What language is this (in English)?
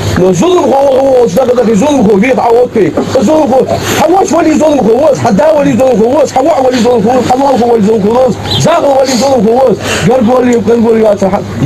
Ingush